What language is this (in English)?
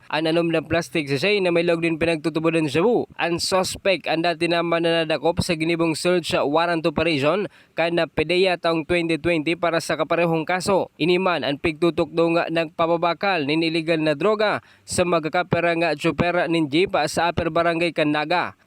Bikol